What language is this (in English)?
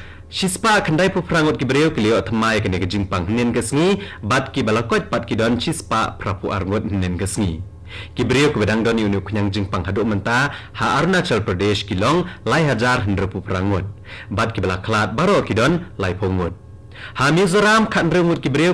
Khasi